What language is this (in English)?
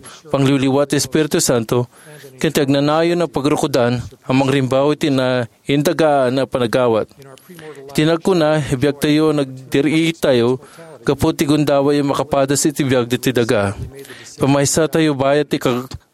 Iloko